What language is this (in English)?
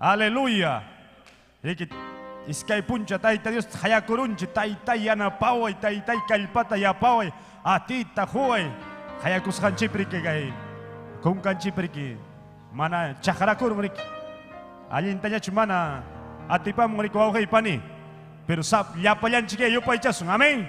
Ayacucho Quechua